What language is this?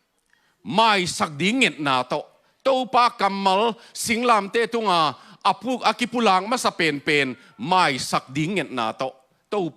Tedim Chin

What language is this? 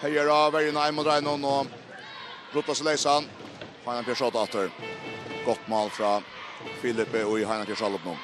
Faroese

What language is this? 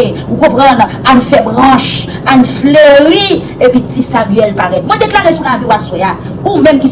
Haitian Creole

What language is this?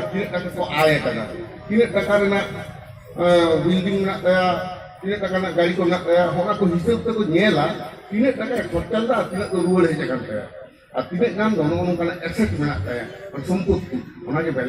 Santali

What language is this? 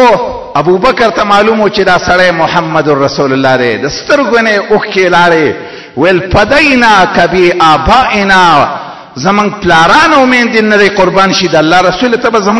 Pashto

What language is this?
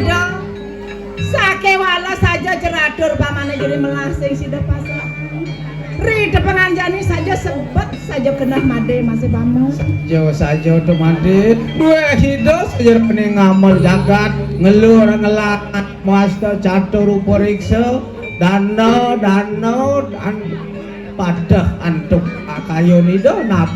Balinese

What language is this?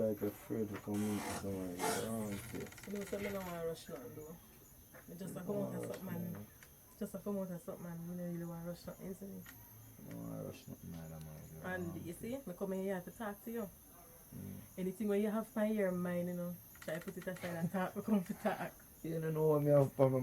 Jamaican Creole English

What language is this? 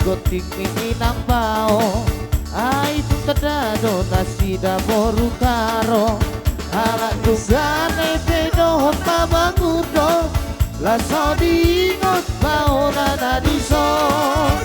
Batak Toba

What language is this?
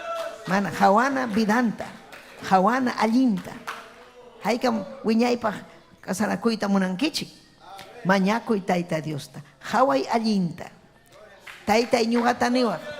Ayacucho Quechua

